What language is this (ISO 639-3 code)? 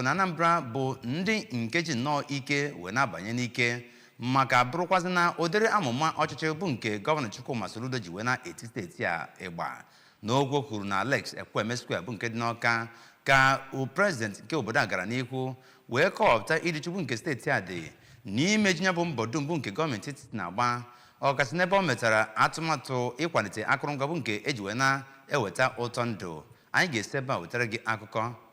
ibo